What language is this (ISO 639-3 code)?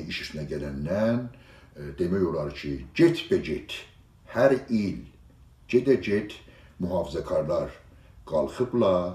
azb